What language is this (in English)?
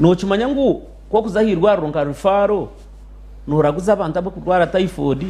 Nyankole